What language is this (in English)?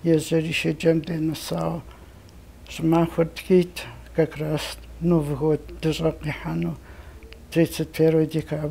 Kabardian